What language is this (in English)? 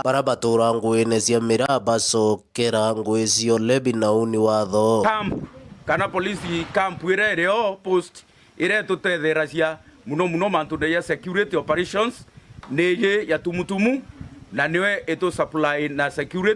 Meru